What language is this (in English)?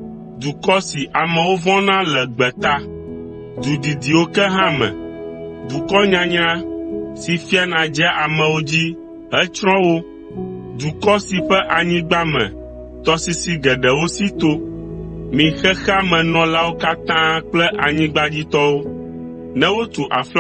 Ewe